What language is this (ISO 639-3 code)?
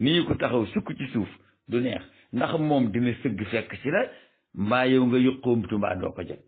wol